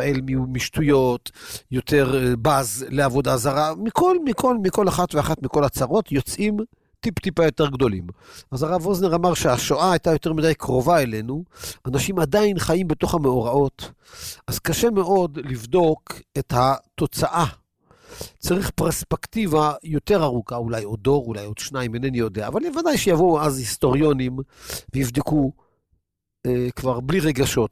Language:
Hebrew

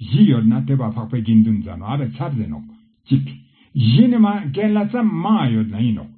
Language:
Ladakhi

